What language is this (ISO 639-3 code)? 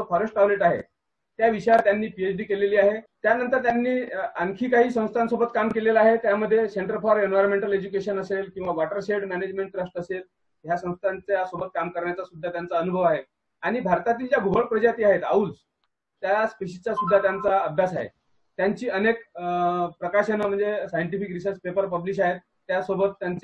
mar